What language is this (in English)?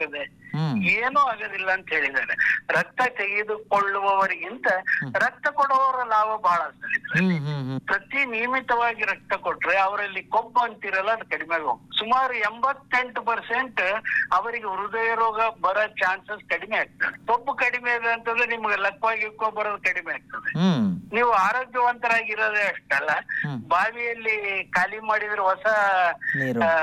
Kannada